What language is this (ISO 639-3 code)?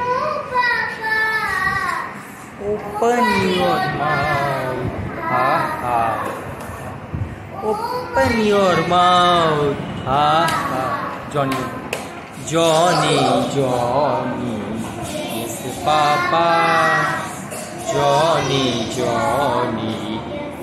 eng